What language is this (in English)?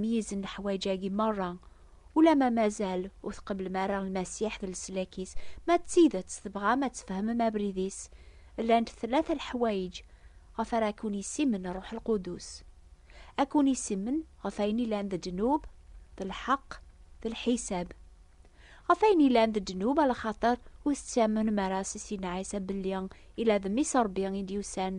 Kabyle